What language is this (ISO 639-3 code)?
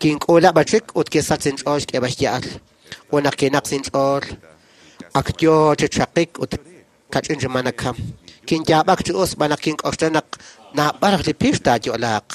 kek